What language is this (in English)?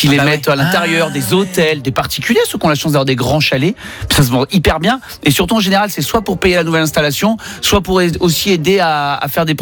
French